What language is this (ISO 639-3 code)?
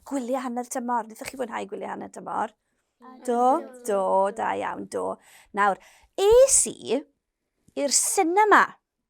cym